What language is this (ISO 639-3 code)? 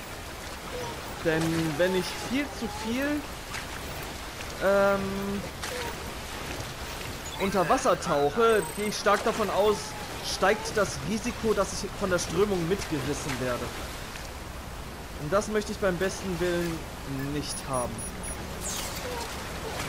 deu